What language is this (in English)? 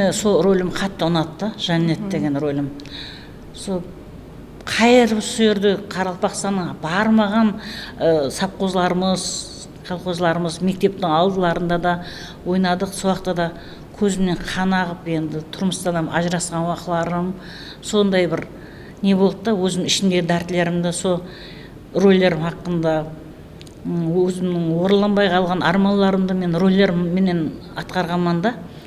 Kara-Kalpak